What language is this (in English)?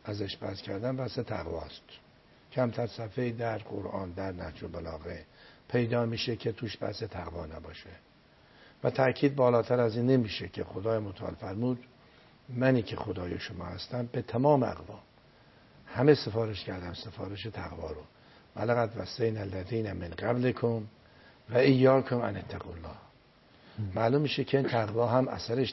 Persian